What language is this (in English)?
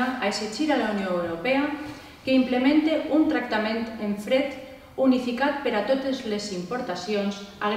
Catalan